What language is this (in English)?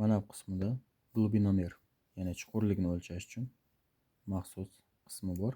Uzbek